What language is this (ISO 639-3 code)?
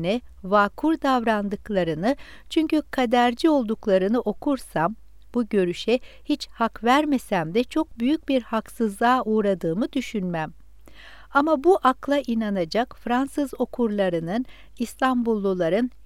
tur